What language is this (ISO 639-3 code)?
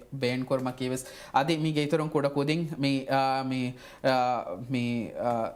div